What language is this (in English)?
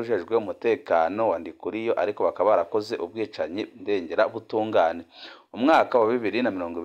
Rundi